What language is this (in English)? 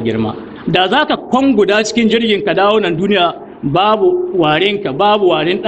Hausa